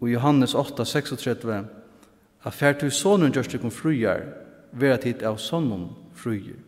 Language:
Faroese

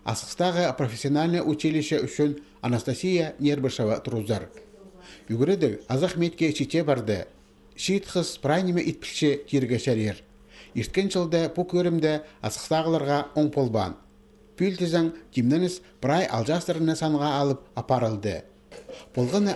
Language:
Khakas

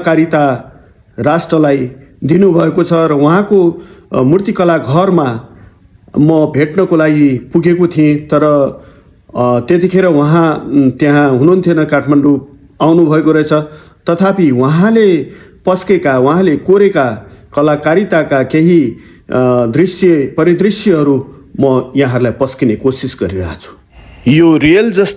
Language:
Nepali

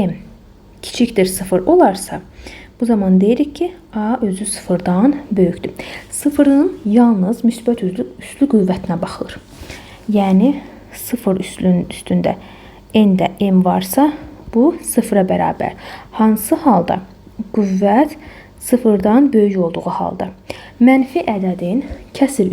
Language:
Azerbaijani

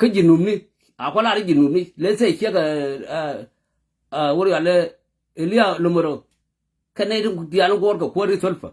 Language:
Nuer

